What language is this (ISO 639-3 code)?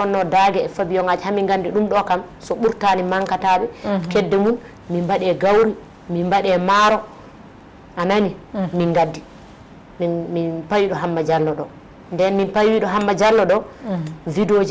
ful